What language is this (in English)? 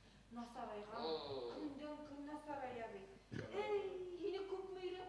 Bashkir